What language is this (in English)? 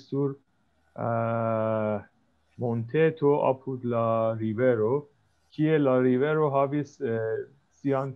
Esperanto